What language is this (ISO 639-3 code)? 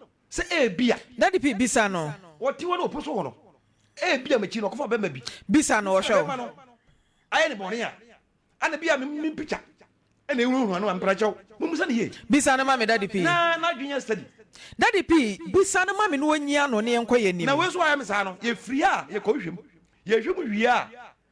aka